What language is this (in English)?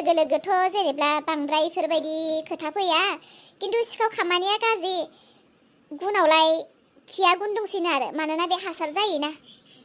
Bodo